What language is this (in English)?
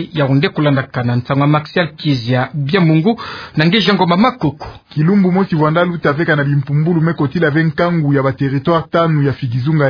Kituba (Democratic Republic of Congo)